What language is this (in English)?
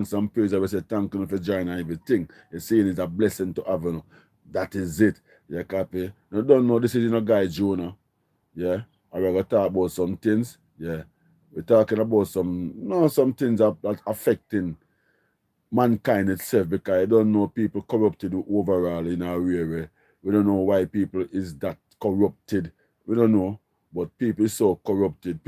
Jamaican Creole English